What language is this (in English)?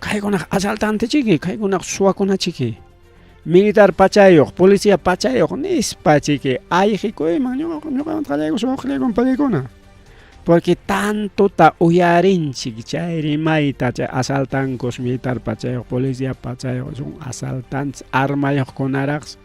Ayacucho Quechua